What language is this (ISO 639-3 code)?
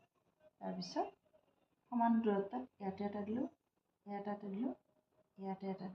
asm